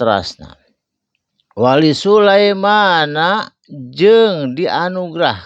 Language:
Sundanese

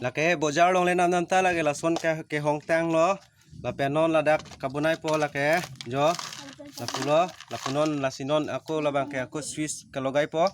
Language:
Karbi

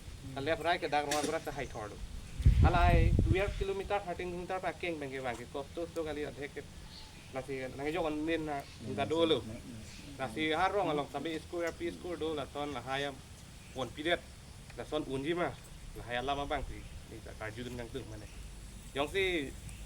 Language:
Karbi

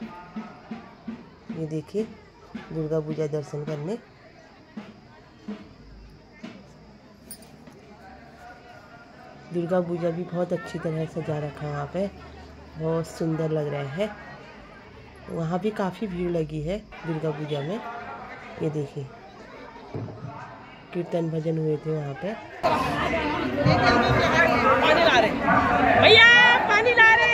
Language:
Hindi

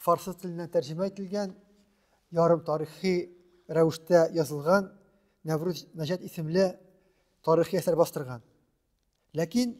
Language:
Tatar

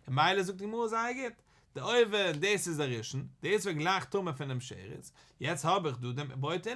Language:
Yiddish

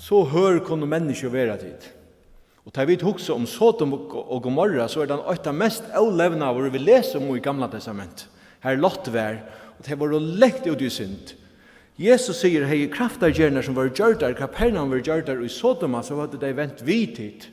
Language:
Faroese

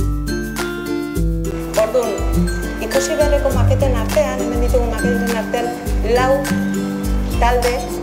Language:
Basque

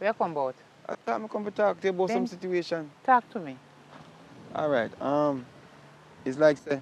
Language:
Jamaican Creole English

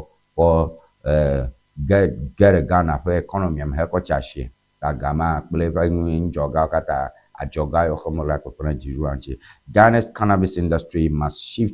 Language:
Ewe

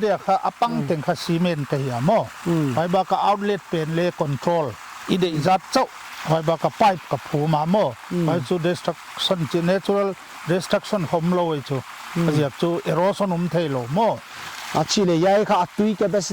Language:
Paite Chin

